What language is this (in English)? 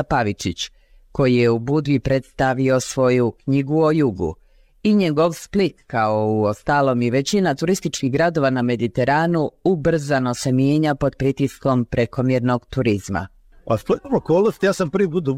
Croatian